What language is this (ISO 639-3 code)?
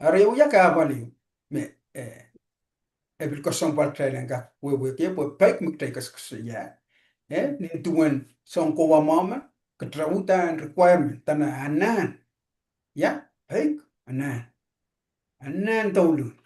pon